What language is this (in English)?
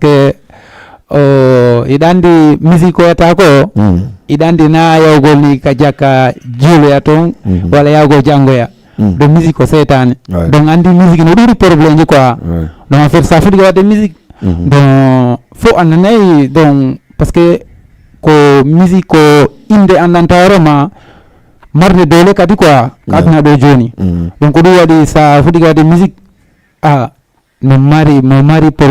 Fula